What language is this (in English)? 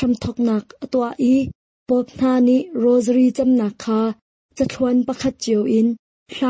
Hakha Chin